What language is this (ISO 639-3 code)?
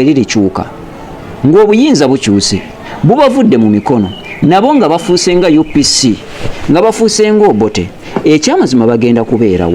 lug